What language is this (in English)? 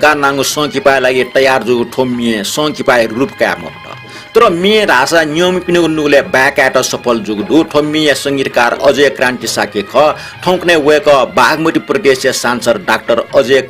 Newari